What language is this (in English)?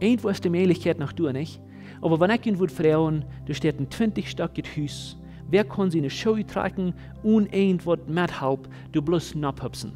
Plautdietsch